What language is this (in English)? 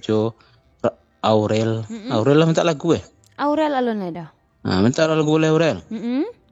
Minangkabau